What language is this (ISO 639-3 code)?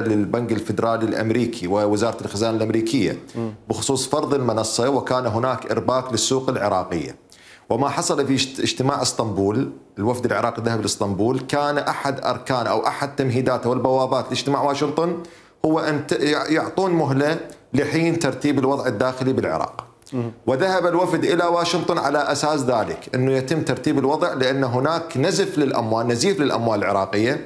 acm